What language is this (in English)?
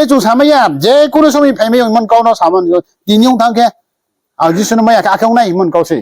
Riang (India)